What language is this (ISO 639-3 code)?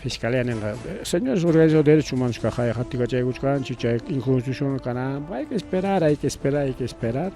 quy